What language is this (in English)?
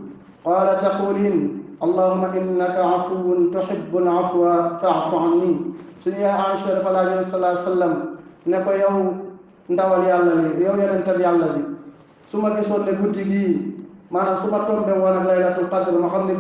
Wolof